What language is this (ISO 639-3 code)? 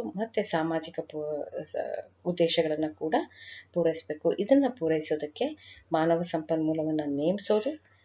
kan